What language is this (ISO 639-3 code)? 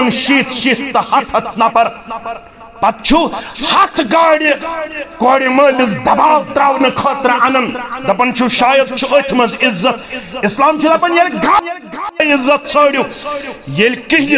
kas